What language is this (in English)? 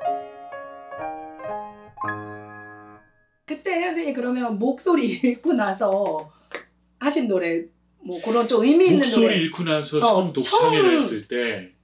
Korean